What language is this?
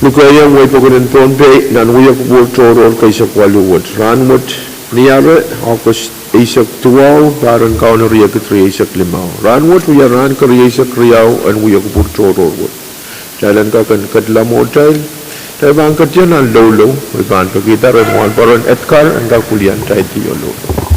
Pohnpeian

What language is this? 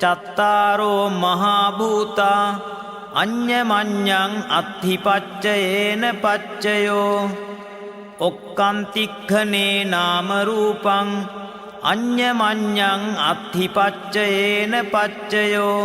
Pali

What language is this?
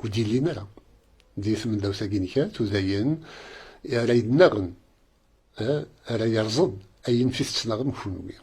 Kabyle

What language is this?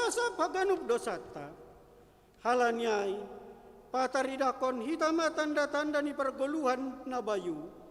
Batak Simalungun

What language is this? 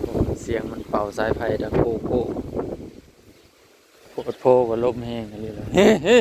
Northeastern Thai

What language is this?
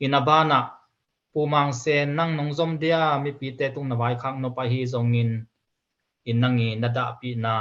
Tedim Chin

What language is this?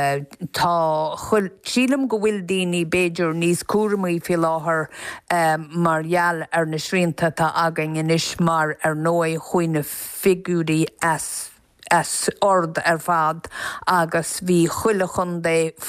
Irish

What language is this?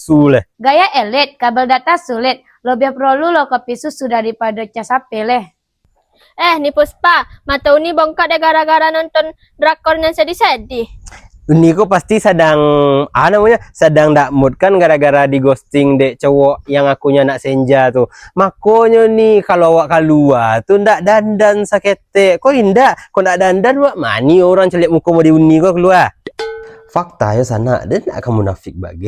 Minangkabau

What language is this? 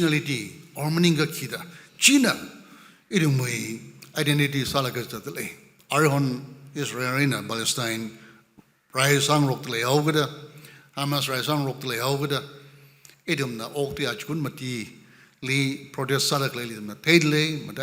Tangkhul Naga (India)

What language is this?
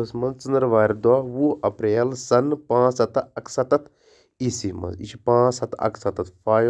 Kashmiri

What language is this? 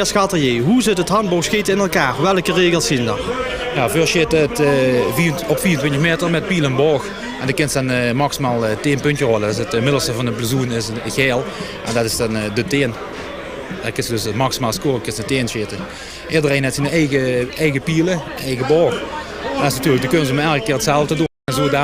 Limburgish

